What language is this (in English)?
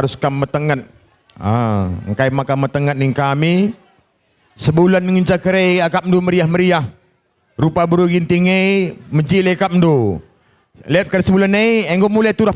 Batak Karo